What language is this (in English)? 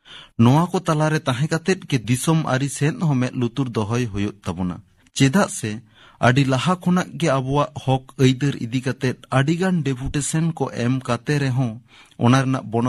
Santali